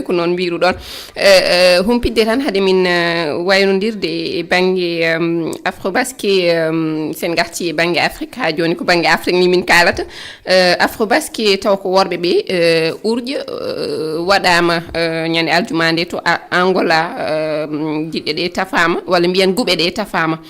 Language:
Fula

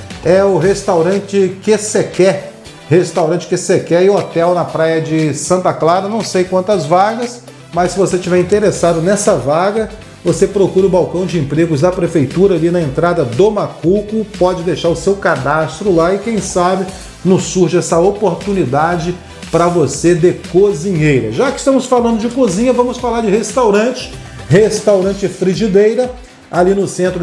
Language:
Portuguese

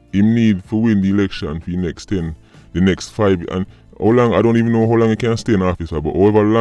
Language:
Jamaican Creole English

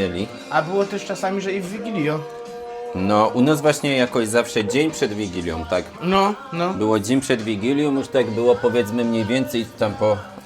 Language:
Silesian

